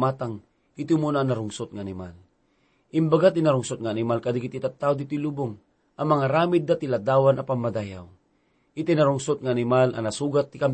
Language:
Iloko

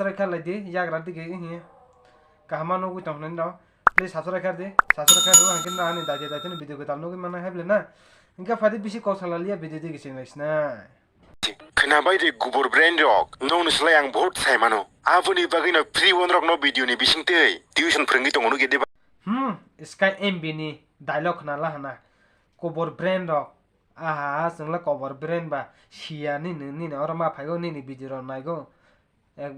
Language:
Kok Borok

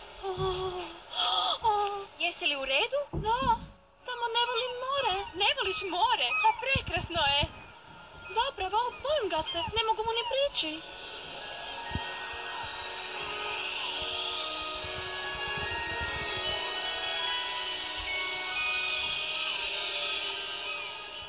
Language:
Croatian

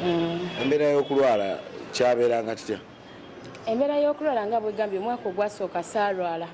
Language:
Ganda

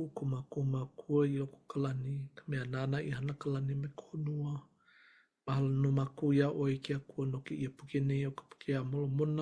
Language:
Hawaiian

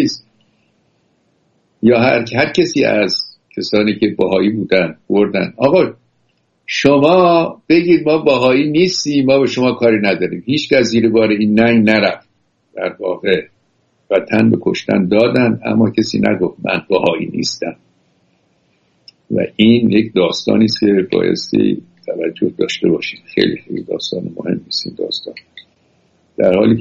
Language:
Persian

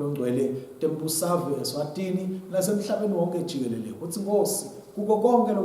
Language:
Swati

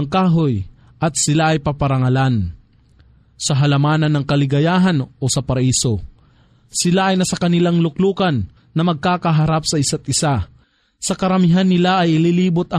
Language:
Filipino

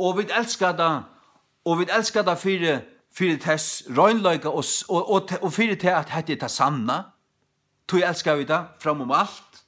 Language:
Faroese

